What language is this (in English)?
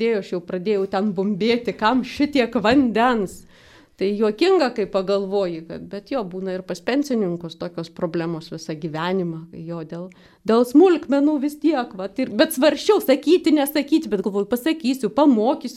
Lithuanian